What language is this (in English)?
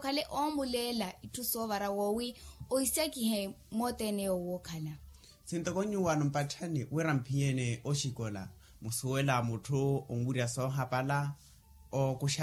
Makhuwa